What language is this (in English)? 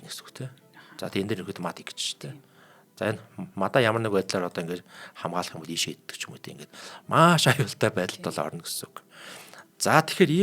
Mongolian